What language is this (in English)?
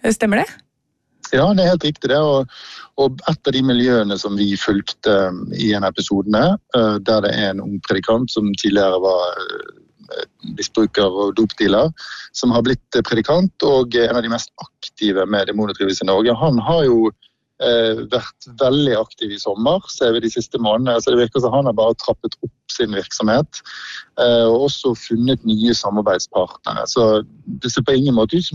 Norwegian